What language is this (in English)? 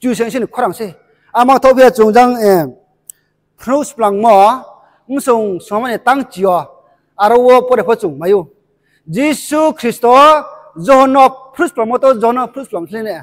Riang (India)